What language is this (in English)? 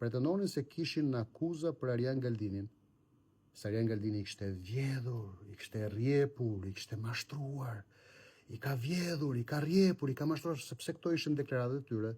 Albanian